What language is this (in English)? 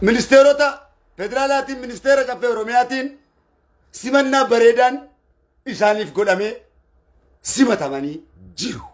Oromo